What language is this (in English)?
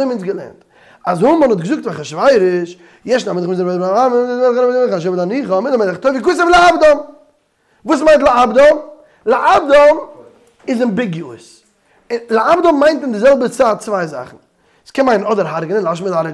Yiddish